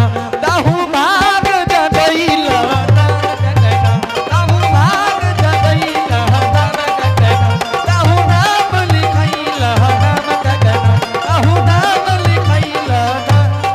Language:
Angika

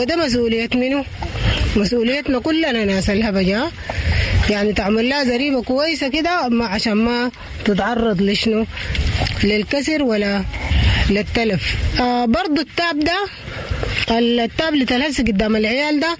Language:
Sudanese Arabic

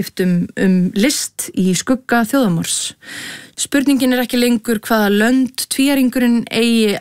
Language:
Icelandic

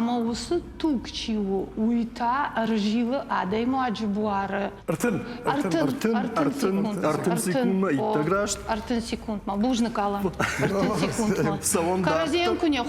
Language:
Ossetic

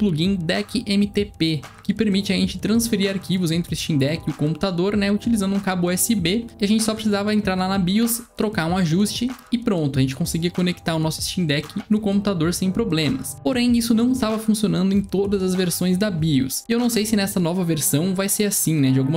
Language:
Portuguese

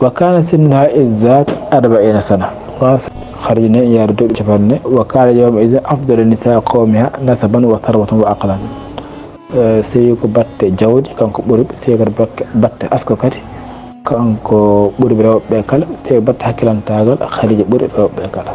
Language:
Fula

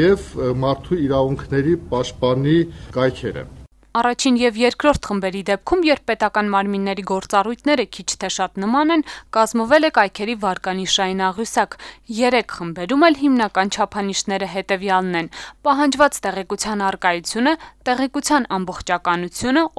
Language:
Armenian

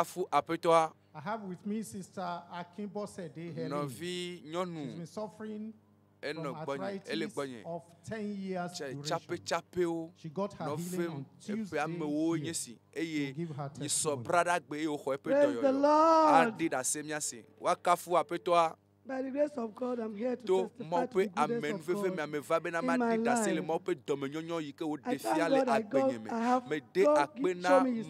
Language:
Ewe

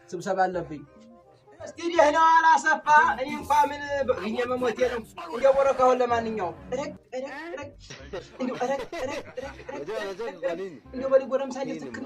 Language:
Amharic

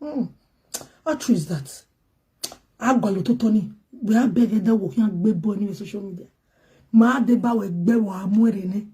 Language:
Nigerian Pidgin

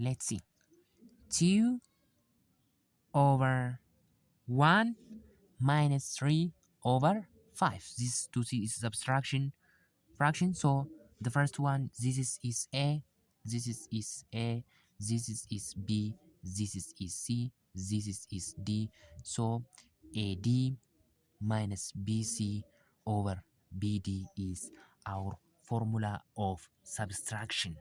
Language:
English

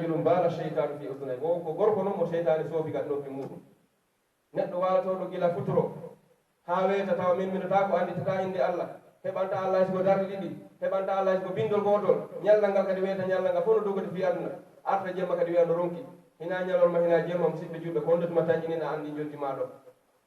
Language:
Pular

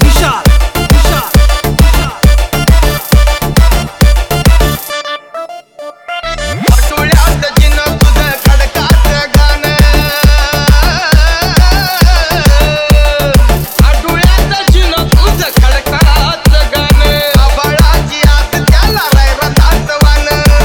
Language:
Marathi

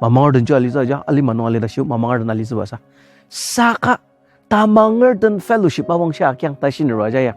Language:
Ao Naga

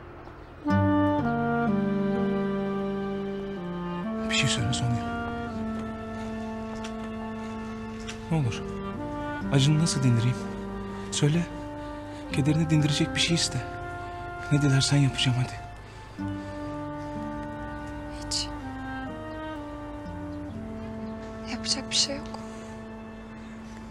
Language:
Turkish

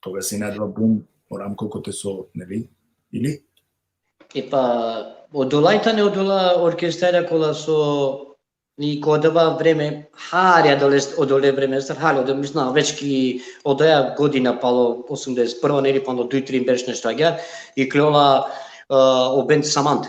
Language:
Balkan Romani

